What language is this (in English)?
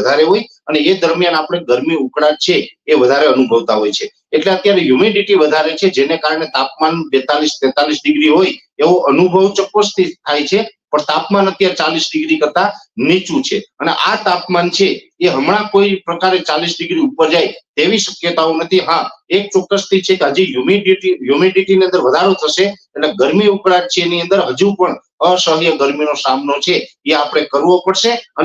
Gujarati